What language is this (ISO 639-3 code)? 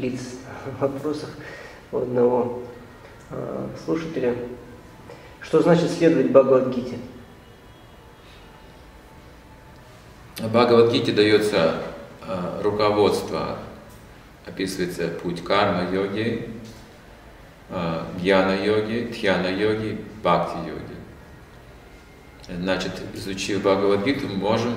rus